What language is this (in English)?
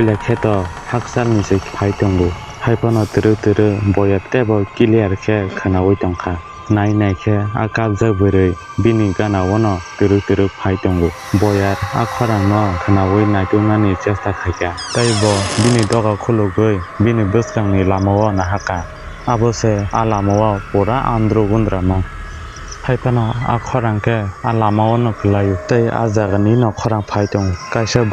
Kok Borok